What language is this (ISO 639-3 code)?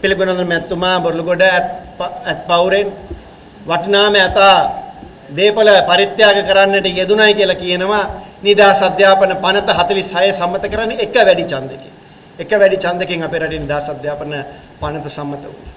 sin